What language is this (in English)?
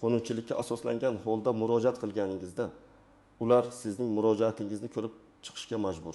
Uzbek